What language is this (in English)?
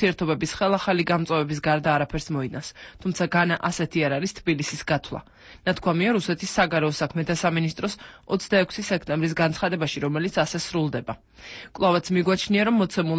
Georgian